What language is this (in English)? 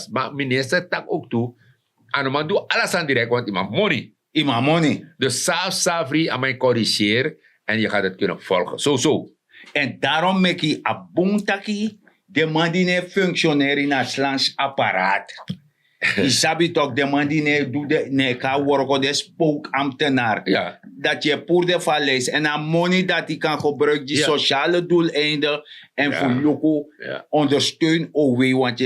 Sranan Tongo